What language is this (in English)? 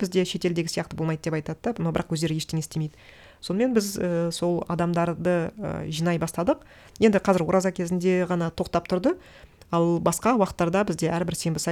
Kazakh